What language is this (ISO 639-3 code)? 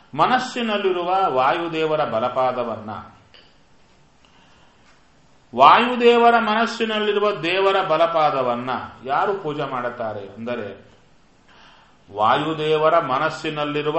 kan